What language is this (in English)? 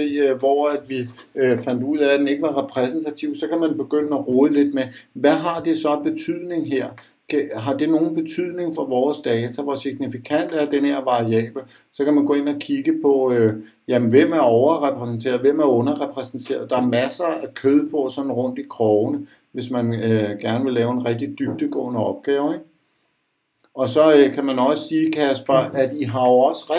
Danish